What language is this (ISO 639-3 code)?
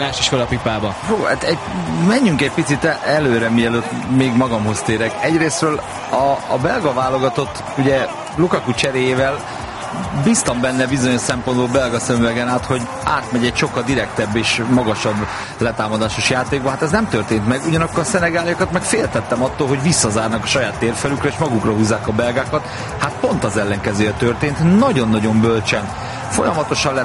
hun